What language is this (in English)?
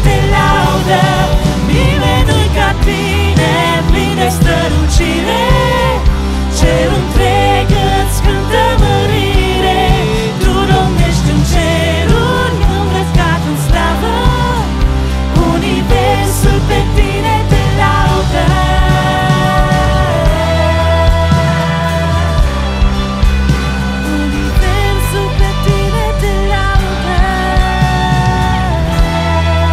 Romanian